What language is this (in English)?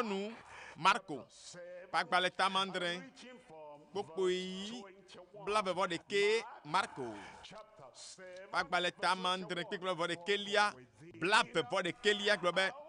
Ewe